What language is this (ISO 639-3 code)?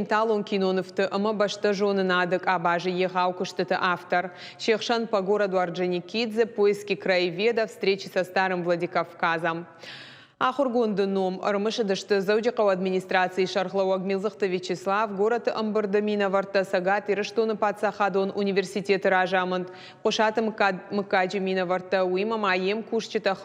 oss